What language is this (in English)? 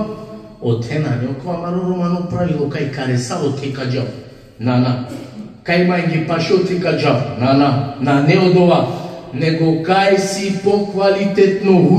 Balkan Romani